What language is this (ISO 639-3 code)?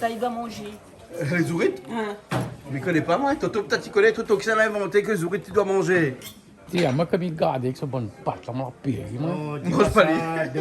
rcf